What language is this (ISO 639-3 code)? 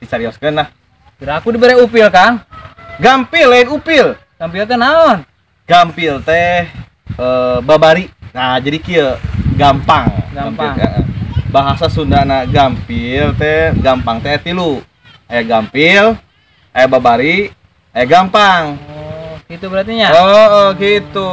sun